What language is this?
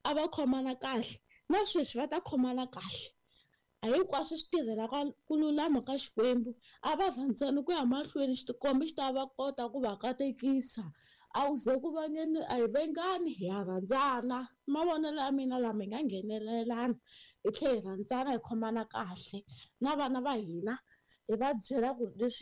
Tsonga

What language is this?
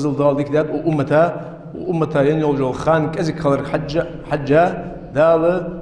Ingush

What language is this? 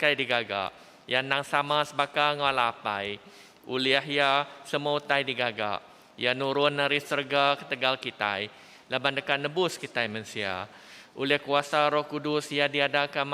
Iban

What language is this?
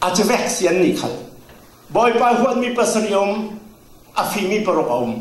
Falam Chin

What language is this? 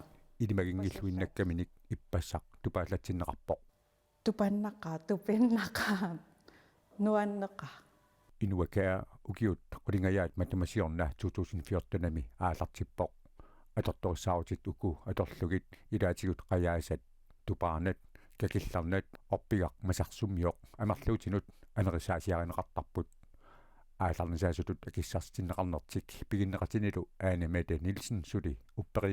Kalaallisut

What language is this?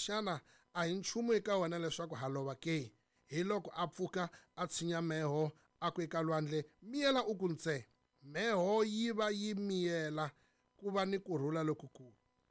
Tsonga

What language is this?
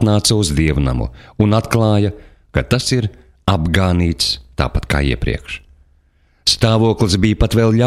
Latvian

